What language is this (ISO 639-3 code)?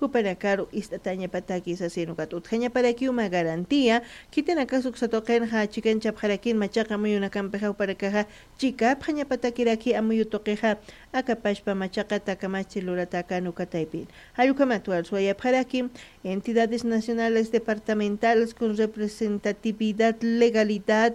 aym